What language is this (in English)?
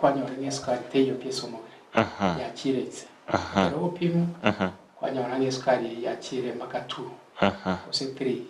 Gusii